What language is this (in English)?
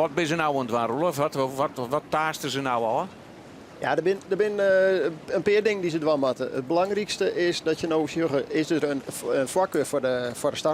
Western Frisian